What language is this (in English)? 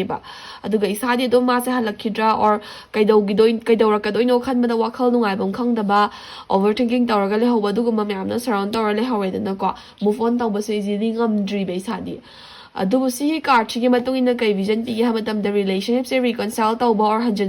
Manipuri